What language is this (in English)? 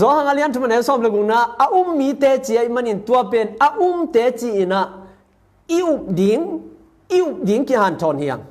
Tedim Chin